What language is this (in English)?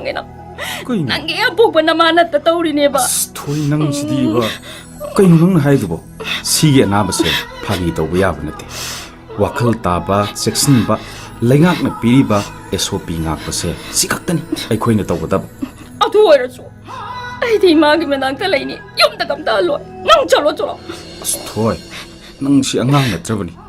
Manipuri